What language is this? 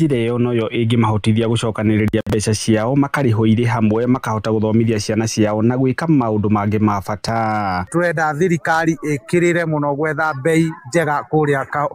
Kikuyu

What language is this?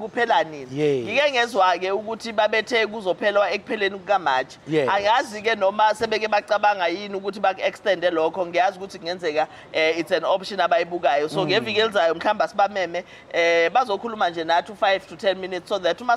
Zulu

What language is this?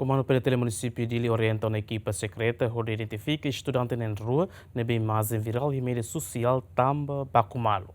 Tetum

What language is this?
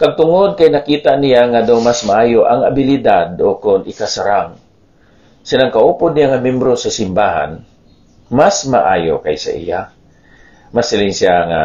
Hiligaynon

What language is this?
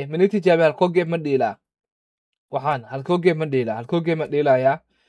Somali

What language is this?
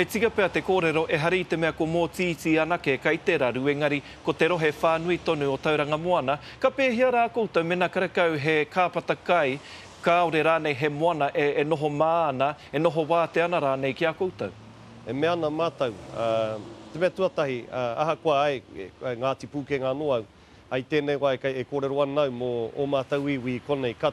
Māori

